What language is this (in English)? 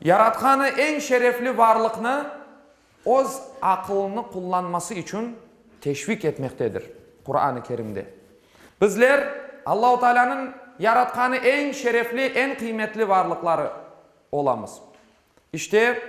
Crimean Tatar